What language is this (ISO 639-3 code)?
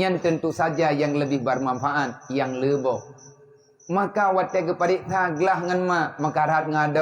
ace